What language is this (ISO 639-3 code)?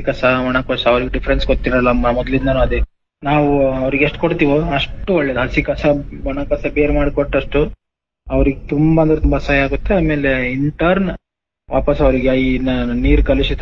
kan